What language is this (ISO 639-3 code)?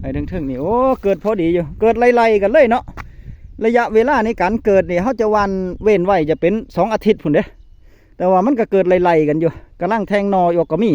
tts